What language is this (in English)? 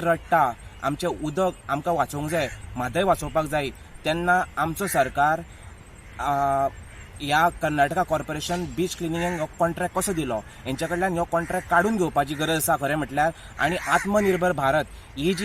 Konkani